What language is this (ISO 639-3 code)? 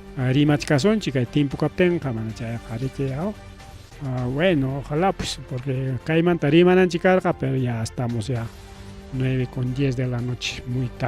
quy